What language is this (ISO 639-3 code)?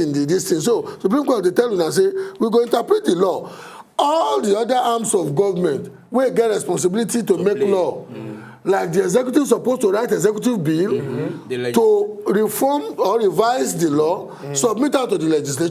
pcm